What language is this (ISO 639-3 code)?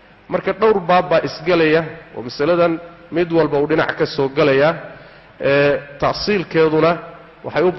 som